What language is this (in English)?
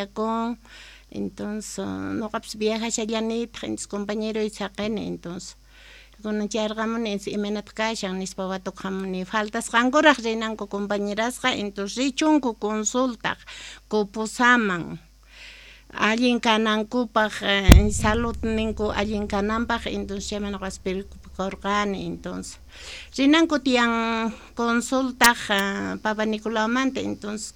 Quechua